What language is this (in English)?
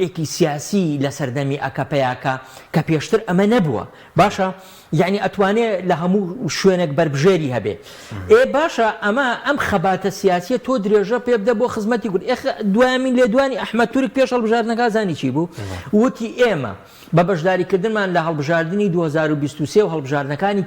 Central Kurdish